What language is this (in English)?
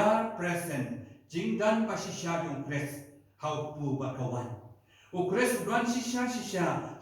Khasi